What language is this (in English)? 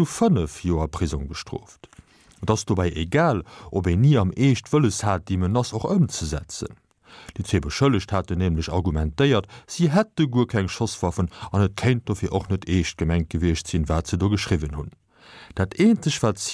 Luxembourgish